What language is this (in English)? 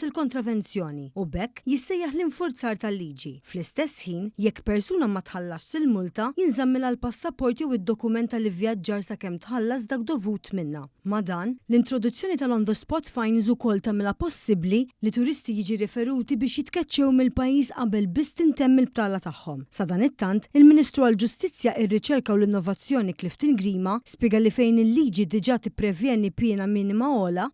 Maltese